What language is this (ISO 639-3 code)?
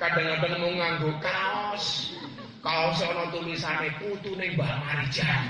jav